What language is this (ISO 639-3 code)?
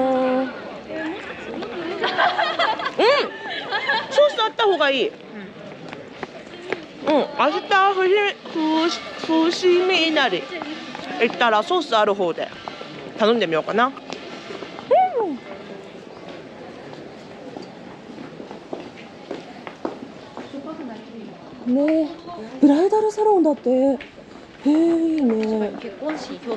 jpn